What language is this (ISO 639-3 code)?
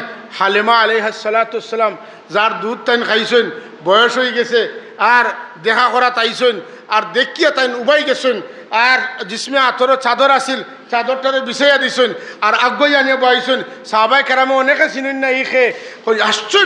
syl